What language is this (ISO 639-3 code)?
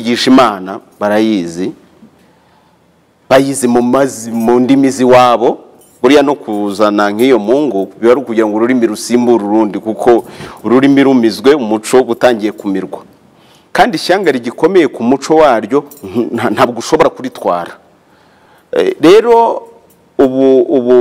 kin